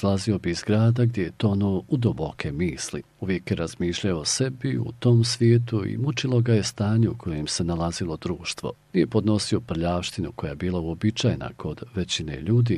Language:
Bosnian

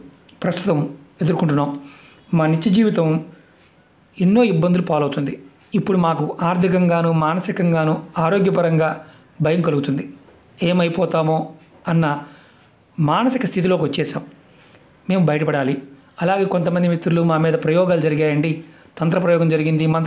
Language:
Telugu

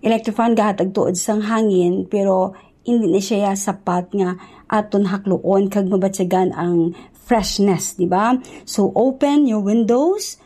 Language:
Hiligaynon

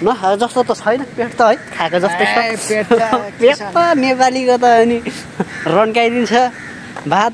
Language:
Nepali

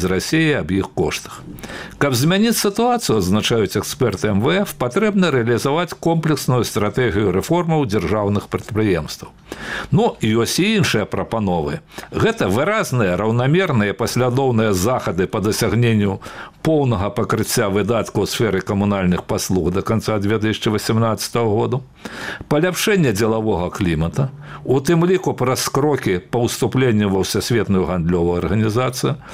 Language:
Belarusian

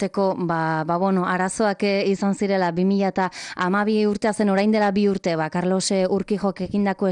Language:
Basque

